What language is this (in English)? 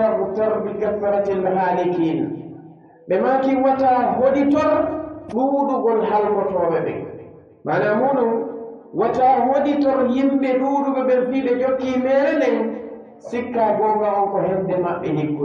Pular